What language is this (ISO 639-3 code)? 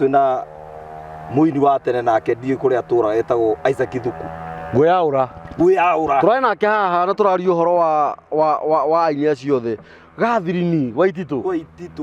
kik